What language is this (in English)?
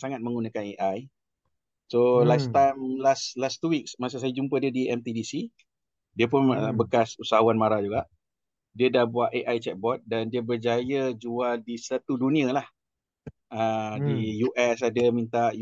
Malay